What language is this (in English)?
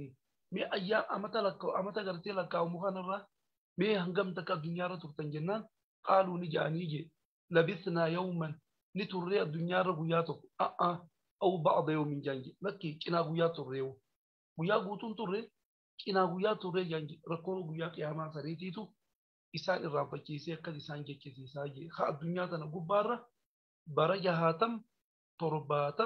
Oromo